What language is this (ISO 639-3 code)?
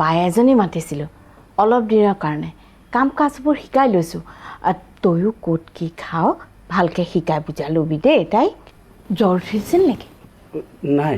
asm